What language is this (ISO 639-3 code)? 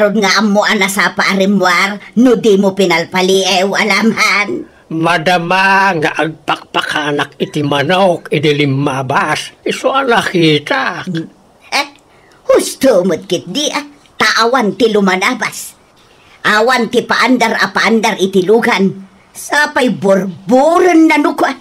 ilo